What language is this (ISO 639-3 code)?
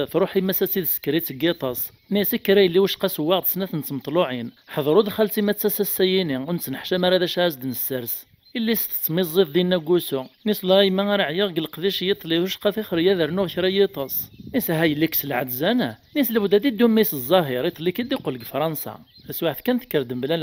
kab